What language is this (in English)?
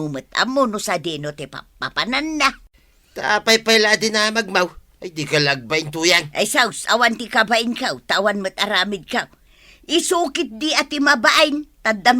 Iloko